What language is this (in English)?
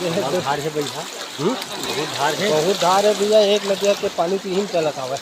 Chhattisgarhi